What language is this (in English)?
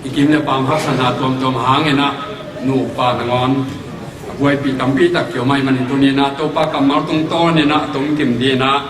Tedim Chin